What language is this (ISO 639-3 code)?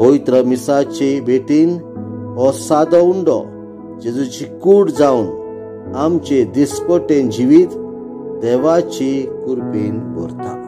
kok